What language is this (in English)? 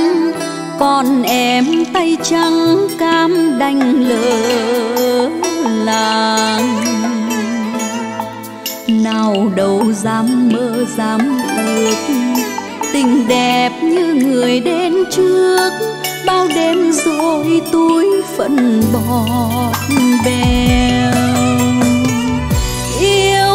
Vietnamese